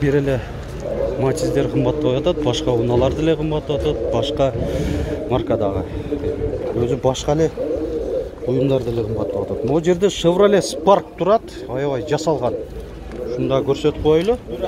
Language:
Kyrgyz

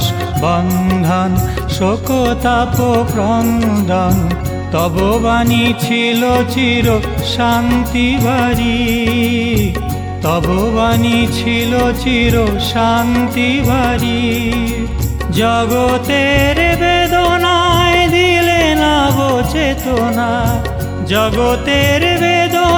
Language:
Bangla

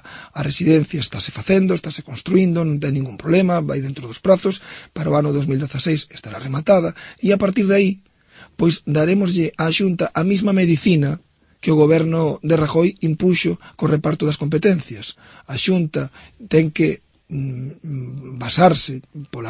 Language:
Galician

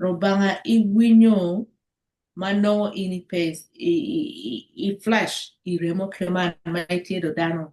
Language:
Acoli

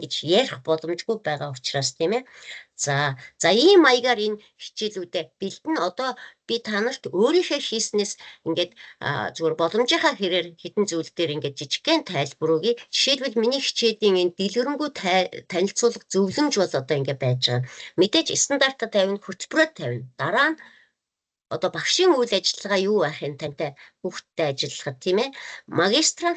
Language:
Mongolian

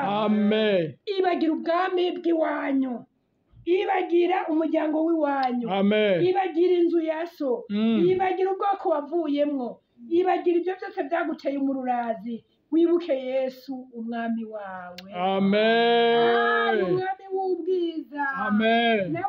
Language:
Rundi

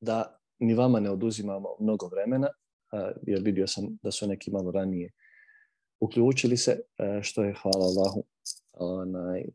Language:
Bosnian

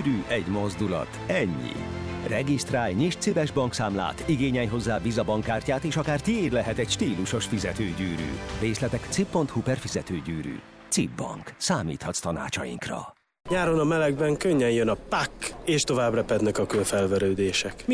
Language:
Hungarian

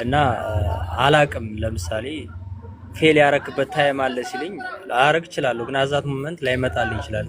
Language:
Amharic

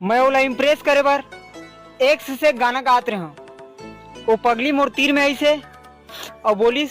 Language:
Chhattisgarhi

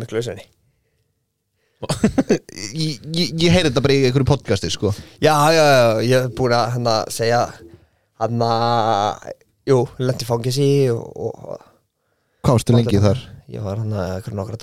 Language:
Icelandic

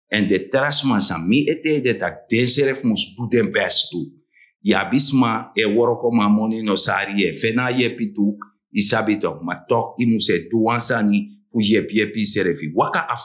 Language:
Sranan Tongo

